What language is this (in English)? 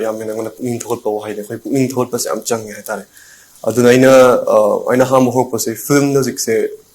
Manipuri